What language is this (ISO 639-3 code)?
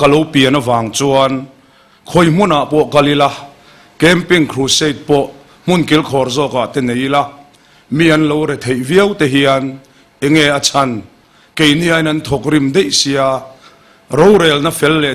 lus